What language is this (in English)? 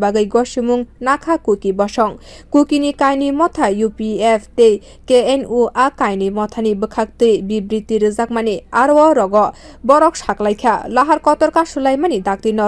Kok Borok